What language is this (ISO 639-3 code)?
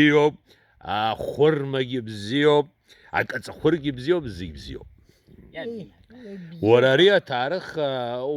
abk